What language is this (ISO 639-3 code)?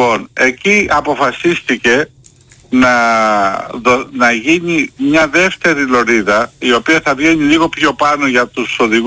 ell